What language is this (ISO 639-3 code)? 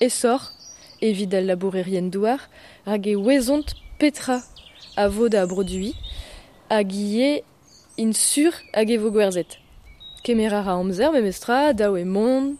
bre